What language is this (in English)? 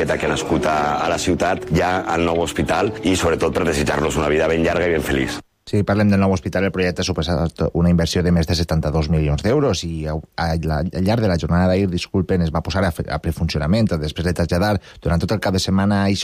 Catalan